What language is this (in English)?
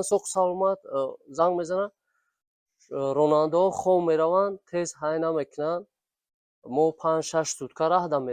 Tajik